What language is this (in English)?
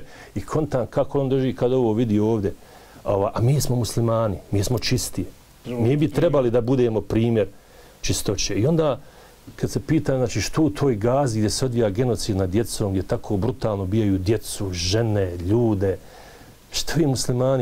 Bosnian